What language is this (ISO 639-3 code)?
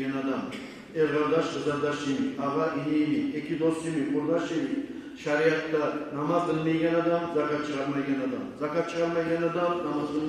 kum